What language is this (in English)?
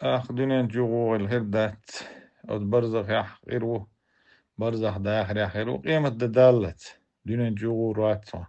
Chechen